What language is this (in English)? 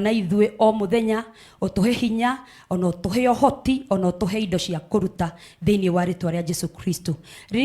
Kikuyu